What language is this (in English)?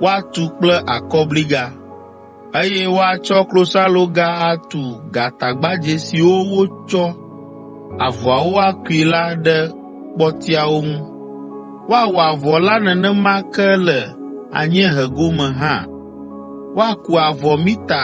Ewe